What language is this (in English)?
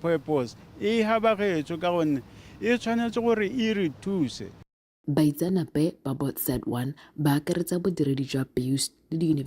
Tswana